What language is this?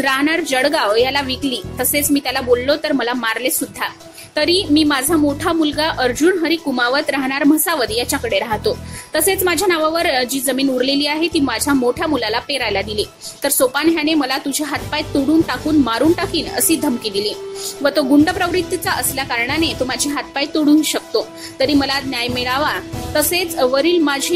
Marathi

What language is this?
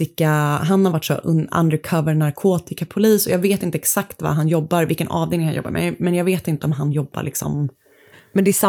Swedish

